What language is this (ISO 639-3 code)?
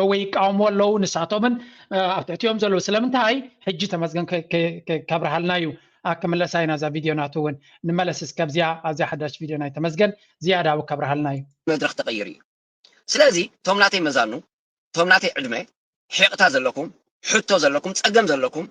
tir